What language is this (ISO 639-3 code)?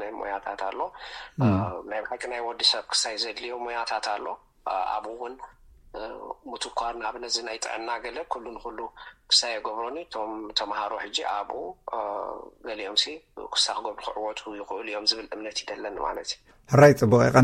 tir